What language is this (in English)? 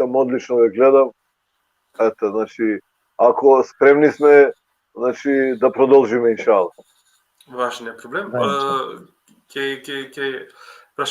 Balkan Romani